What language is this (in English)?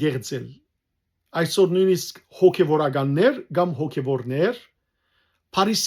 Western Armenian